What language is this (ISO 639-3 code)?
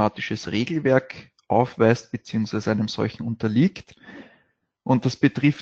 deu